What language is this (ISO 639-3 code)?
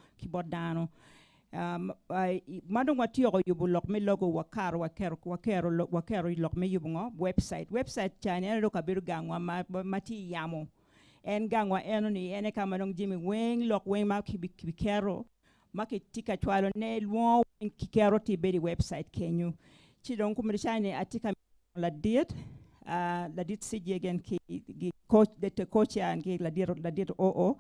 ach